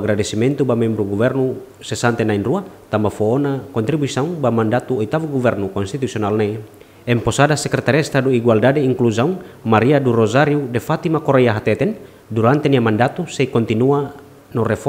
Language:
Tetum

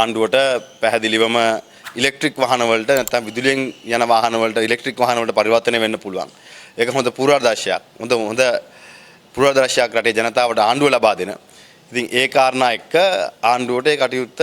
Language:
Sinhala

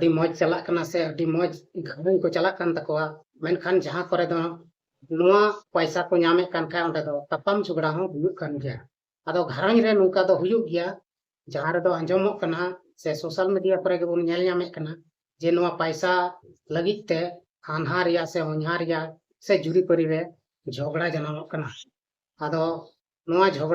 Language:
Santali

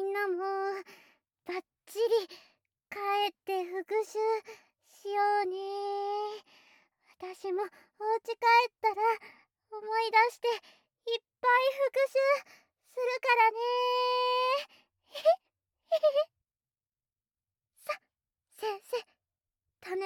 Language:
Japanese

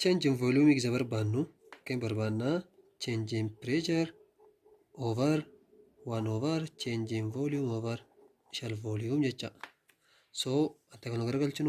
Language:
Oromo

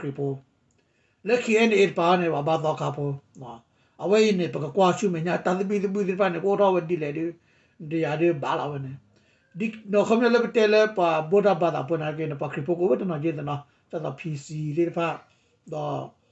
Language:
S'gaw Karen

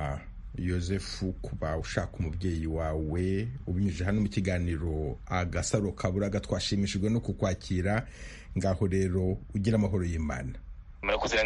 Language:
Kinyarwanda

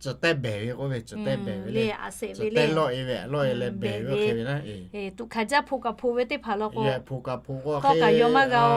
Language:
Lahu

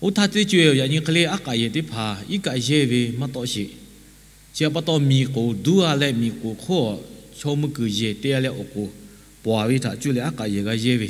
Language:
Lahu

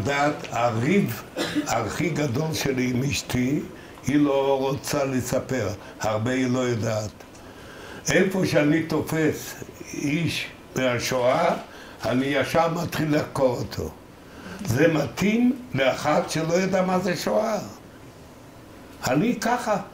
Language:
Hebrew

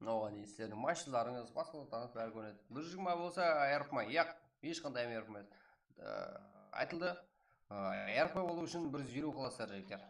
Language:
Kara-Kalpak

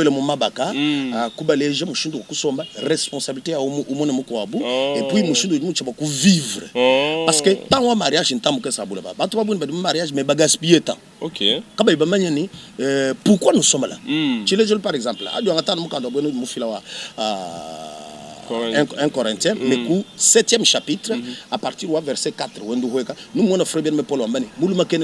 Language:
Luba-Lulua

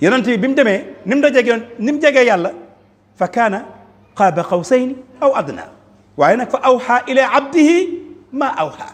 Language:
Wolof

